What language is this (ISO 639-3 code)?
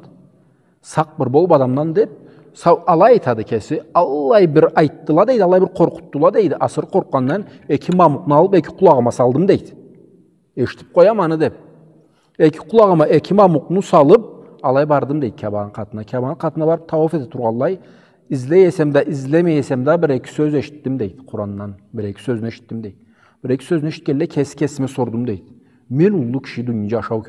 krc